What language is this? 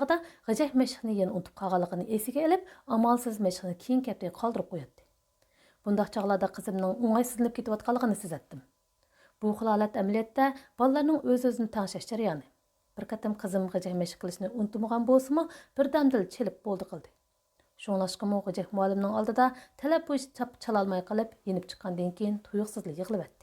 Uyghur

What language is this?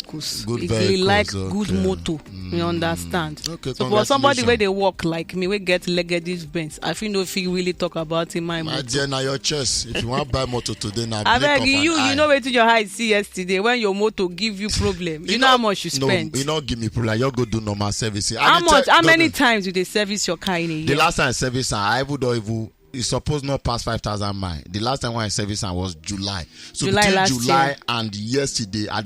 Nigerian Pidgin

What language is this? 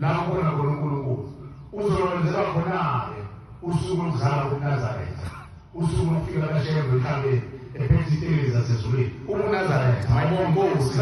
Zulu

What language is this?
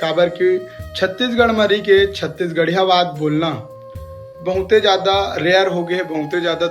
Chhattisgarhi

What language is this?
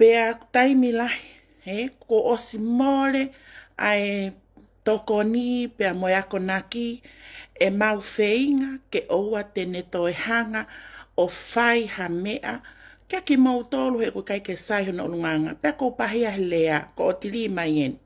Tongan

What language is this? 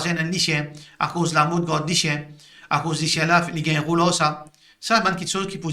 Morisyen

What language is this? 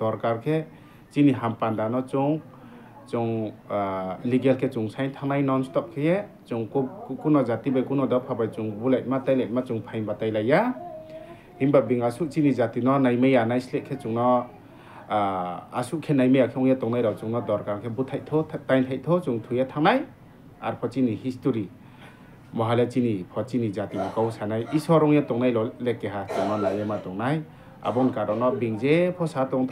Riang (India)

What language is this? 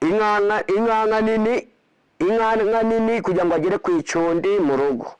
Kinyarwanda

